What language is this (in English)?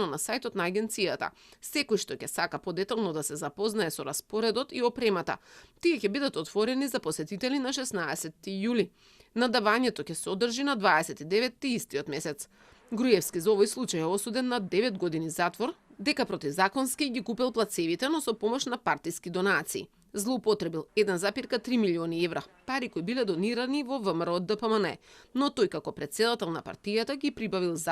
Macedonian